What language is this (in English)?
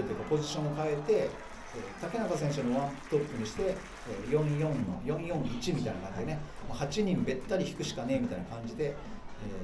Japanese